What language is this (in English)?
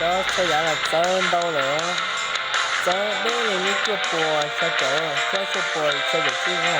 Hmong